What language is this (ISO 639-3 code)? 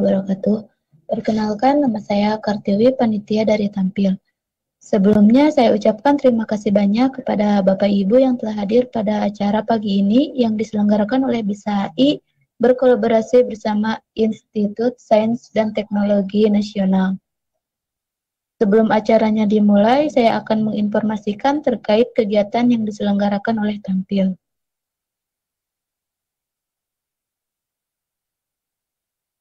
ind